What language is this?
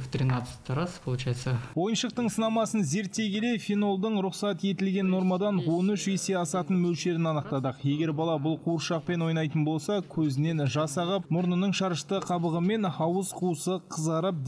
Kazakh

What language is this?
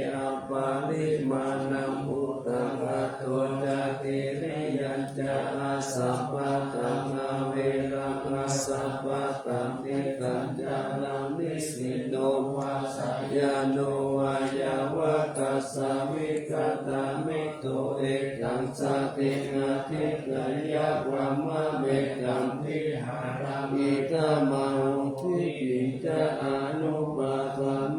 Pali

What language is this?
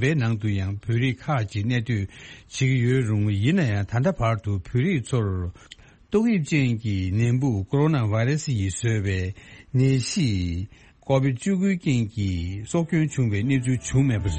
Tibetan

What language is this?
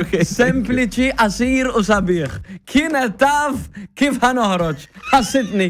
Maltese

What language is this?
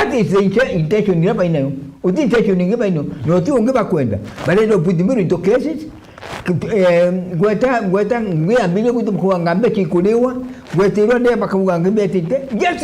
Meru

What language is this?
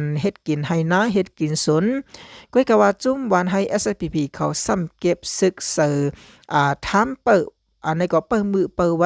Shan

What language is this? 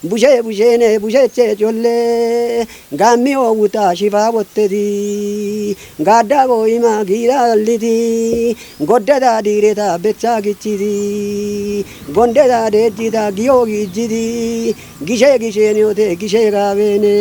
Kafa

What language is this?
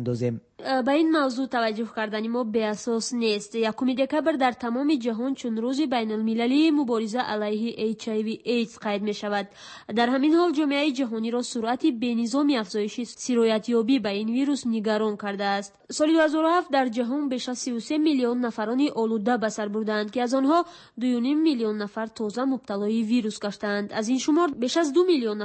Tajik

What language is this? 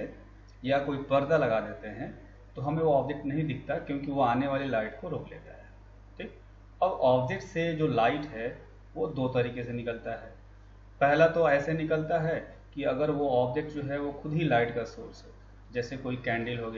Hindi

